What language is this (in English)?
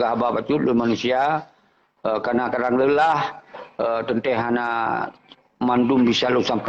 Achinese